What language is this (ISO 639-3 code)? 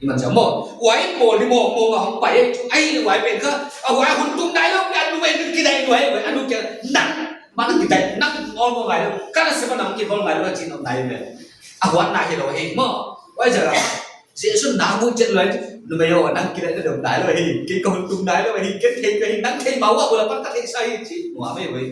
pck